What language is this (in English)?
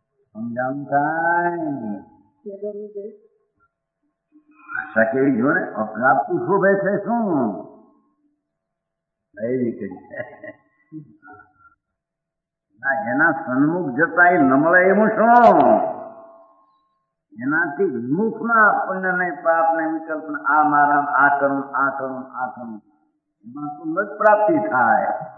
Gujarati